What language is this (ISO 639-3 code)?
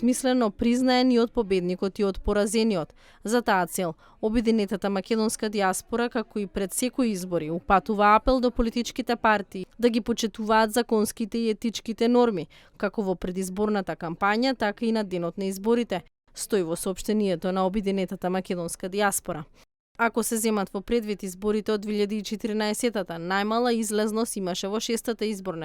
mkd